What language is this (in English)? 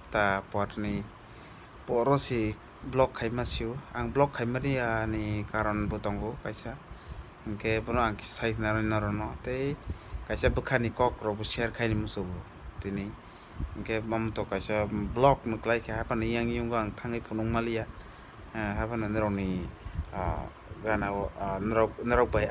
Kok Borok